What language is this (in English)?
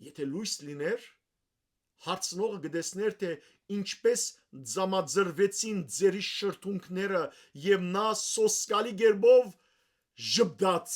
Western Armenian